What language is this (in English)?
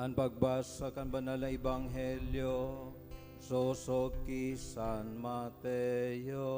Bikol